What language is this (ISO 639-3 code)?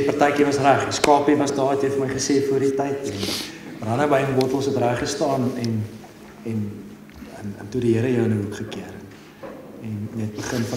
afr